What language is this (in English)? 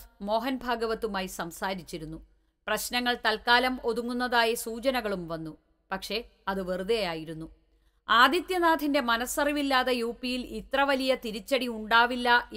Malayalam